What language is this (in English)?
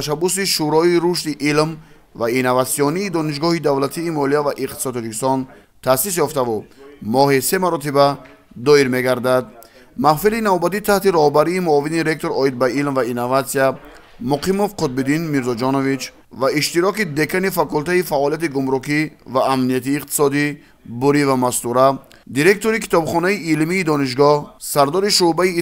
Tajik